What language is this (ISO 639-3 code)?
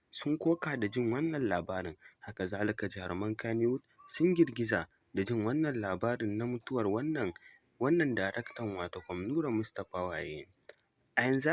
hau